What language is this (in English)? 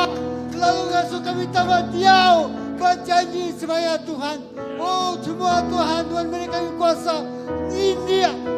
Iban